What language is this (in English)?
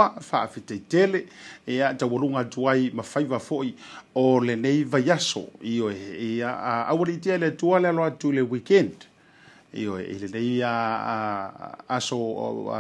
Samoan